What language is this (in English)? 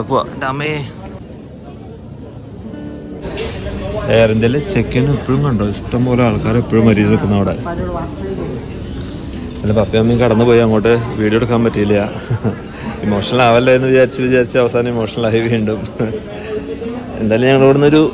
Malayalam